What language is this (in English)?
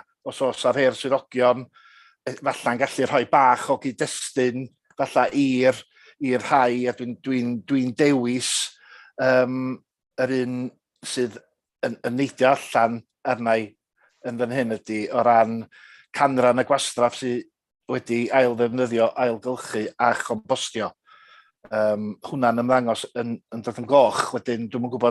Welsh